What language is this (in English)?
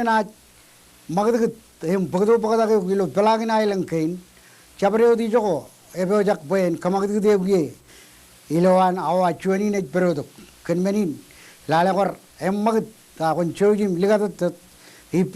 Marshallese